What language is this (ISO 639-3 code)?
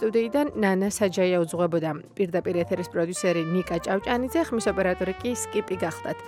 kat